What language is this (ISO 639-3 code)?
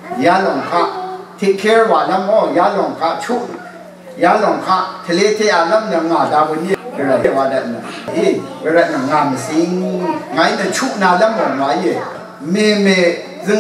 raw